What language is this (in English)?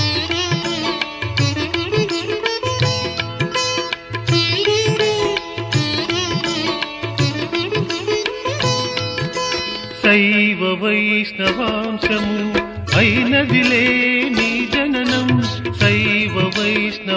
Telugu